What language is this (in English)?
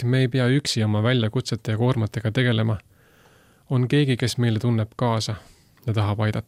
Estonian